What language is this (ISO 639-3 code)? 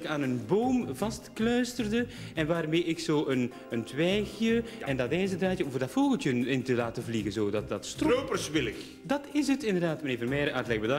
nld